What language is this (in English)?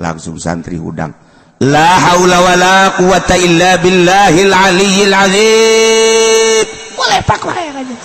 Sundanese